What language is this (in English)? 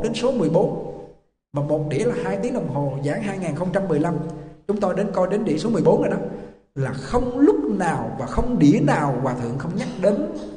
Vietnamese